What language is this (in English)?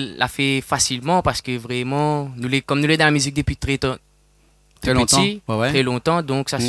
Réunion Creole French